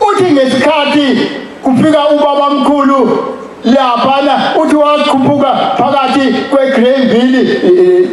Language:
Zulu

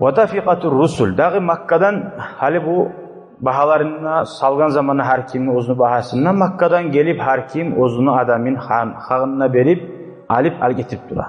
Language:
Kumyk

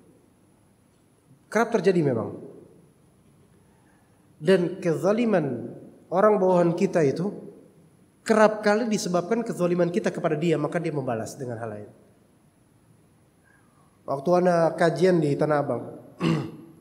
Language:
Indonesian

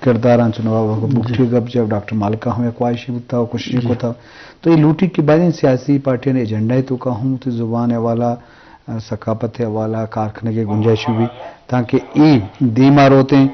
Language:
Eastern Balochi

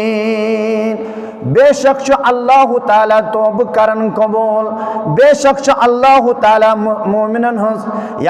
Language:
Kashmiri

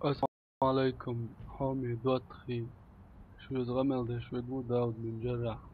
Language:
Chechen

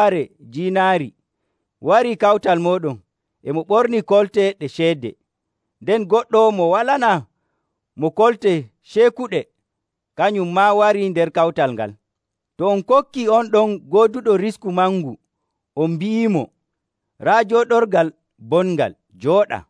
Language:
Nigerian Fulfulde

